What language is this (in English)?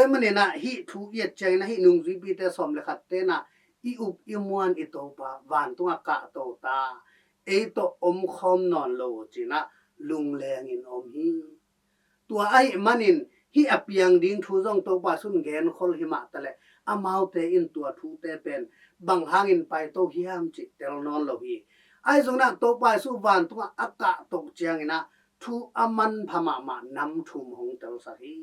Tedim Chin